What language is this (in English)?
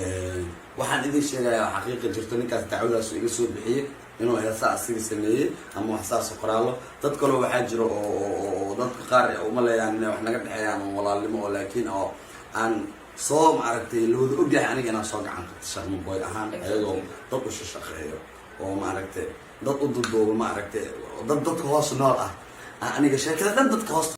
Somali